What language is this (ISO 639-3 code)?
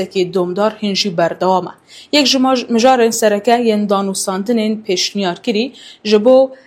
kur